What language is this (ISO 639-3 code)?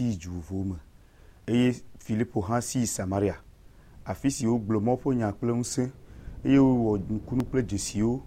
ewe